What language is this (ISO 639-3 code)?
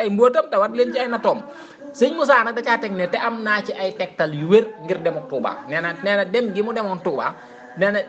wol